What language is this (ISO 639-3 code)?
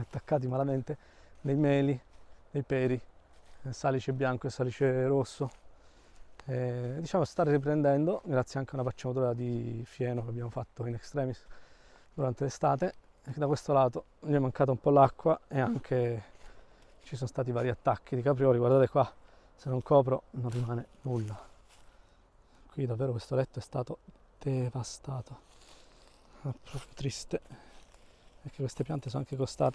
ita